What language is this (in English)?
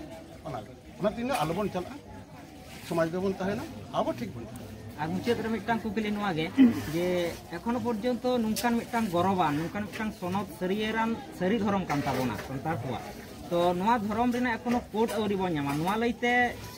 Santali